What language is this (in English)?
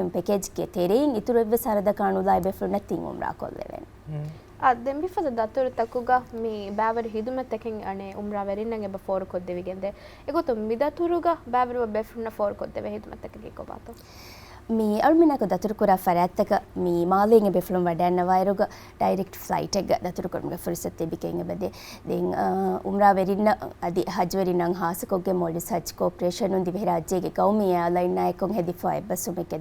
Divehi